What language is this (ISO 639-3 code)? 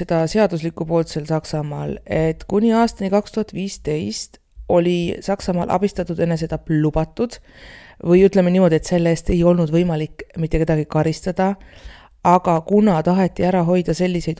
est